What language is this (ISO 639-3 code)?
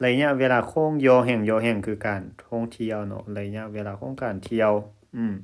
lao